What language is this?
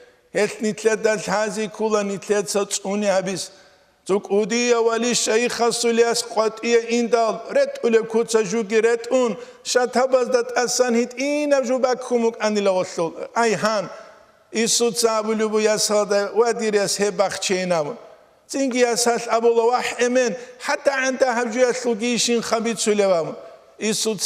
Avaric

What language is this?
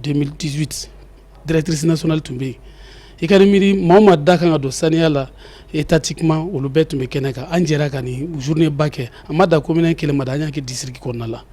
Bambara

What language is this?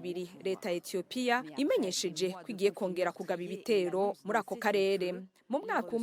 Rundi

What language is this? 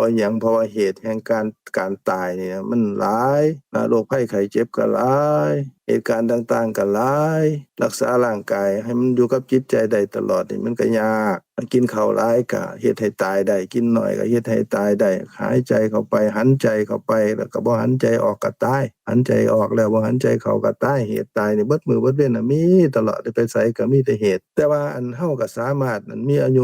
Lao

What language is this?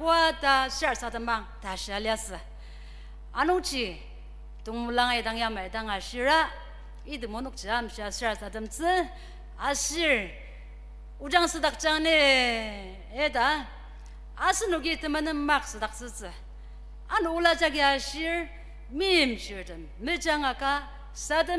Ao Naga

